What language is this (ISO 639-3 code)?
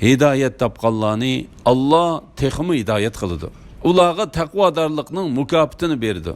uig